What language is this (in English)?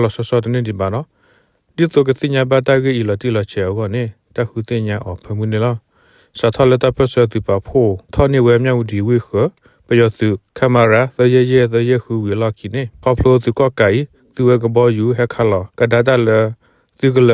S'gaw Karen